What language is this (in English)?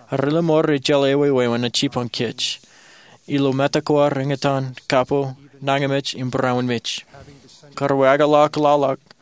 Marshallese